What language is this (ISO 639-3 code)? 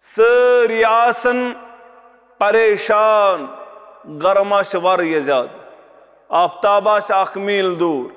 kas